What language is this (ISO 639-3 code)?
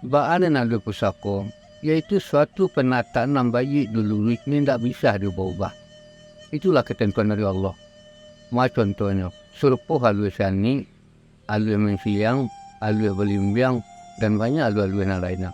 min